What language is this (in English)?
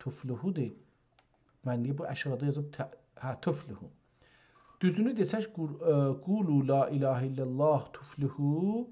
South Azerbaijani